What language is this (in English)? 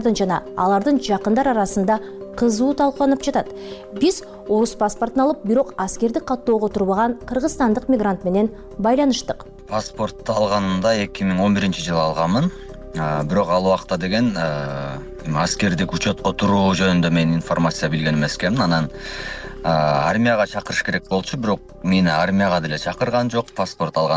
Kyrgyz